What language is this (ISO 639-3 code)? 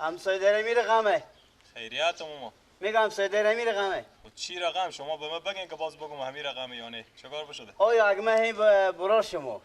fas